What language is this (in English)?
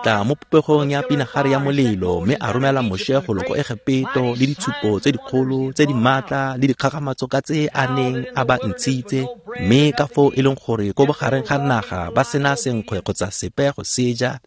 Tswana